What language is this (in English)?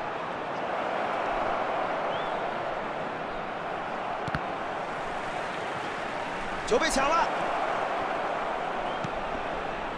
Chinese